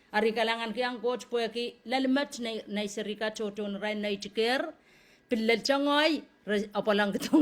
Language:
Pohnpeian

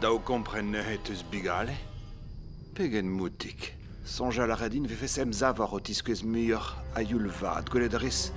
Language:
Breton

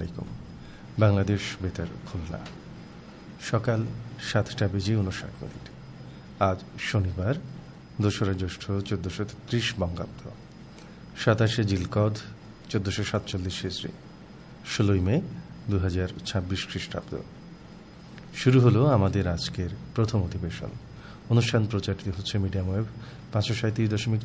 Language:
Bangla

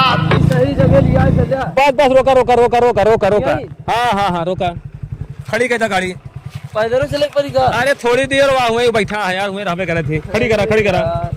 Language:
Awadhi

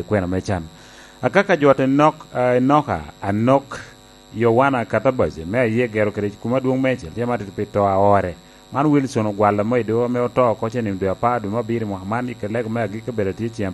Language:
Lango (Uganda)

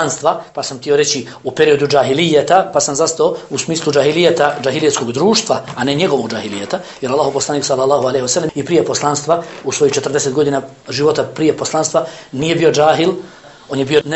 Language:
Bosnian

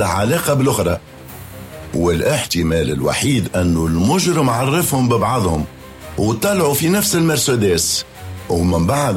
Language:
Tunisian Arabic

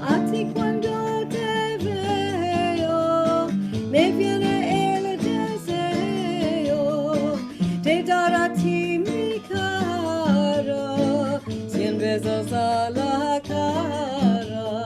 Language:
Ladino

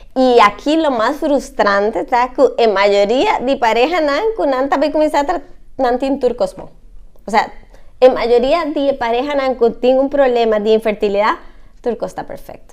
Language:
Papiamento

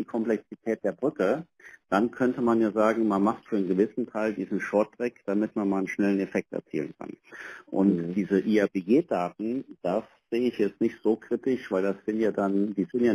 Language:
German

